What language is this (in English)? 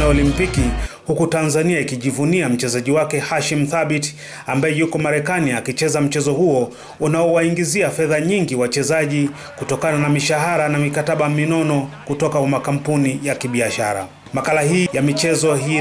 Swahili